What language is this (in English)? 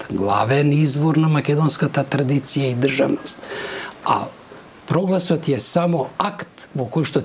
Macedonian